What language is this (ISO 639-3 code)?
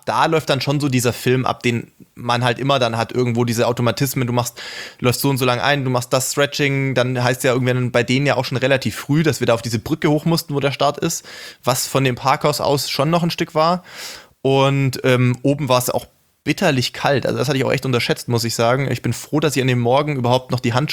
deu